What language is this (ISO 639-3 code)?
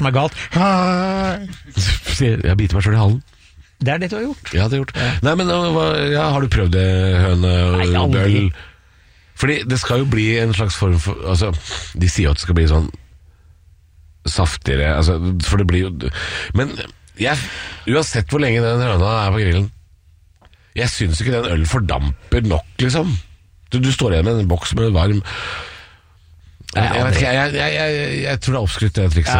nor